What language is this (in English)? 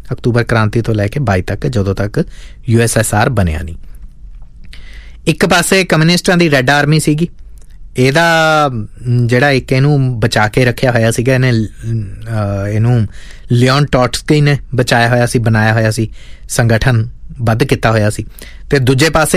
Punjabi